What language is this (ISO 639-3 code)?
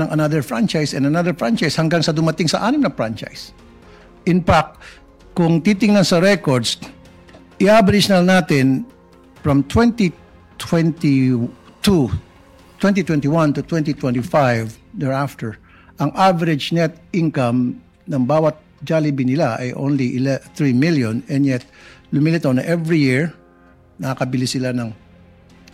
fil